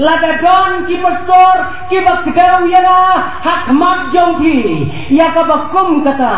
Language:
Khasi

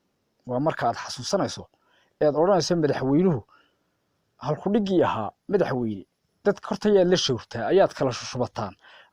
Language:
Somali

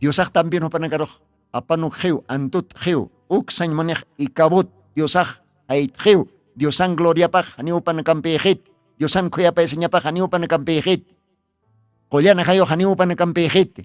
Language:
Aymara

